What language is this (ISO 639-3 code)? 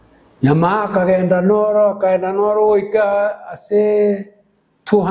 guz